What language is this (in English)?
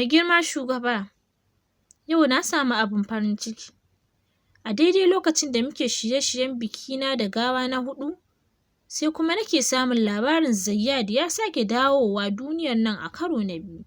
Hausa